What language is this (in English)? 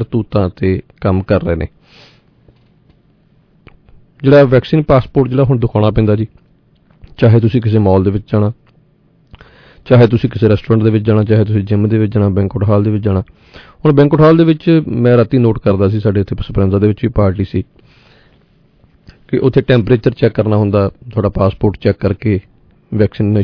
Punjabi